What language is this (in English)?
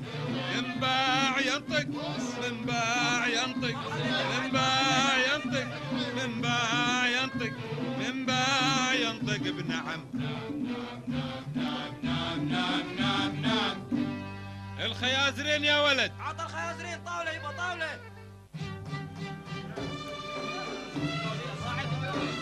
Gulf Arabic